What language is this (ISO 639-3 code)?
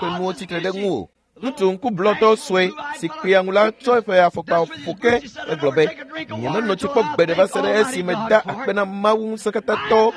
ewe